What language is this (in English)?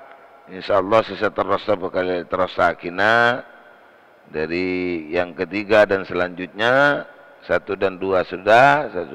Madurese